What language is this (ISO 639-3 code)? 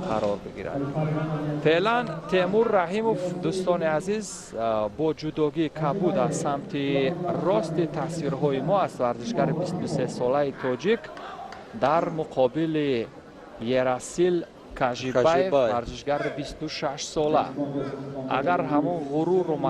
tgk